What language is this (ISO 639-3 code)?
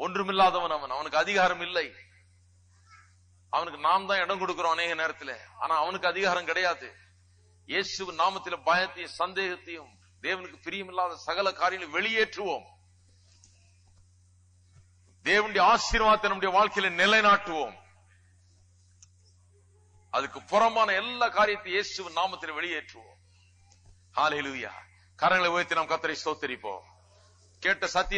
tam